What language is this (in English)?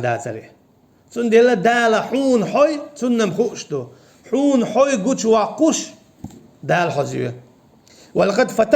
Chechen